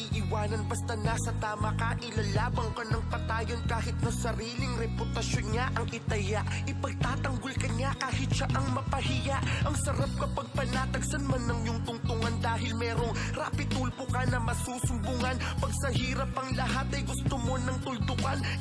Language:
Filipino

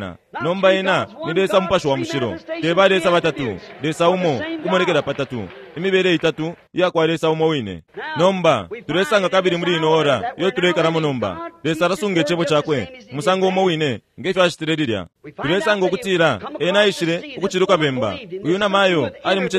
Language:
Bemba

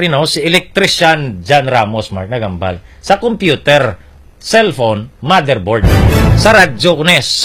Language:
Hiligaynon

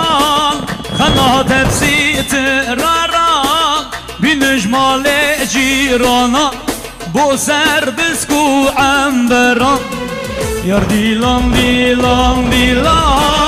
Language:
Kurdish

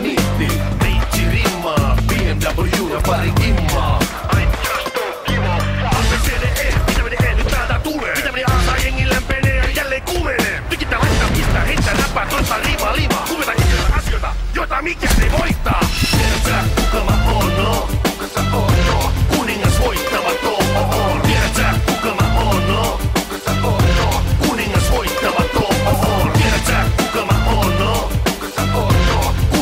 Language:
Finnish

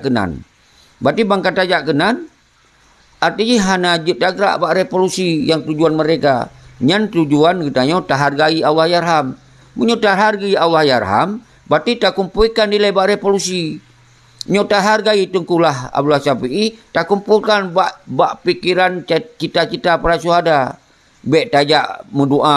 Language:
Achinese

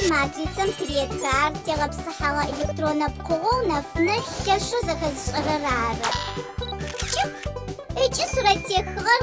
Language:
Adyghe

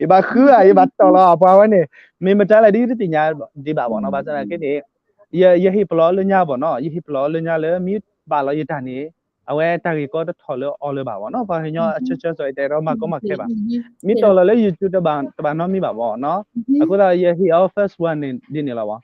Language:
S'gaw Karen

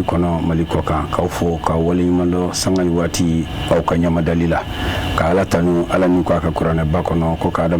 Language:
Bambara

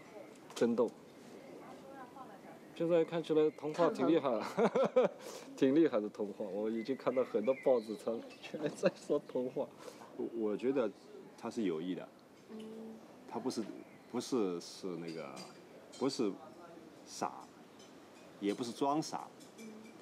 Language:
Chinese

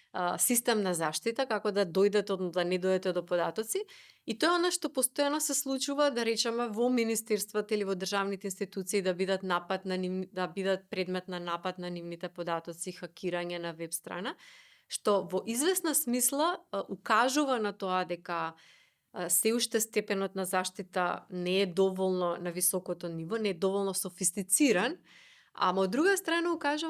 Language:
Macedonian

